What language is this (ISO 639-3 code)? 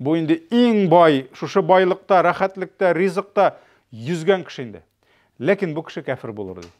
tat